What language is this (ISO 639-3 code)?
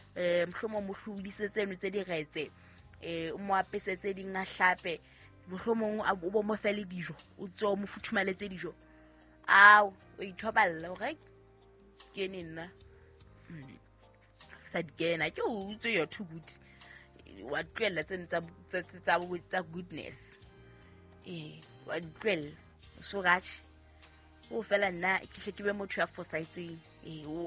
sot